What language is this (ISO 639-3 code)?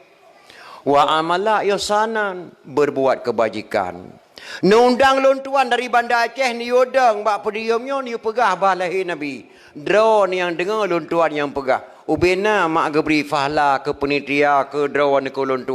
ace